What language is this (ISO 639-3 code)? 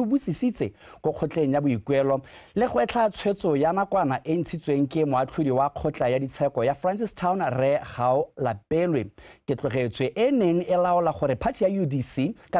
tsn